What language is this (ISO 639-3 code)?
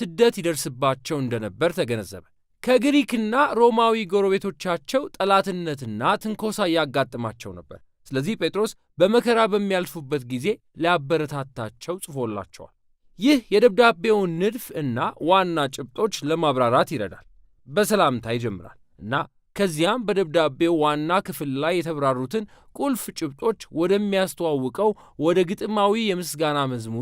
amh